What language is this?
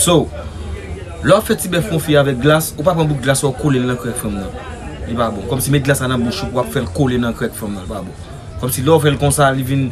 Haitian Creole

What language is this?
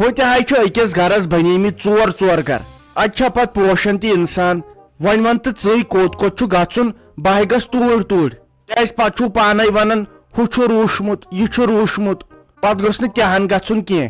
Kashmiri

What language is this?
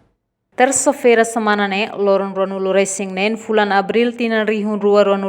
Tetum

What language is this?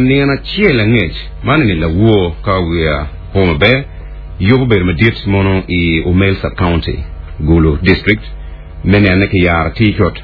Acoli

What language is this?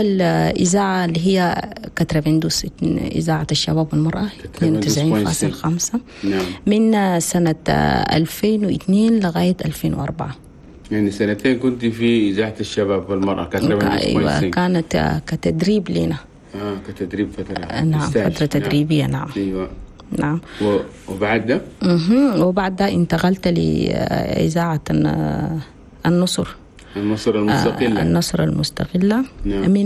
Chadian Arabic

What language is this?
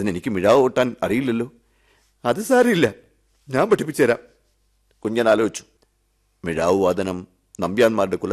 Malayalam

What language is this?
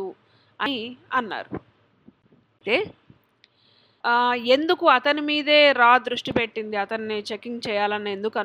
Telugu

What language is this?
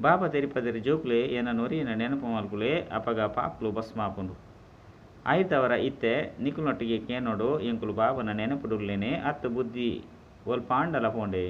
Tulu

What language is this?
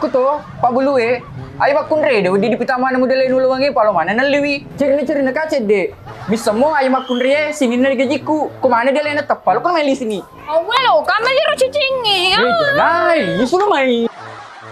Buginese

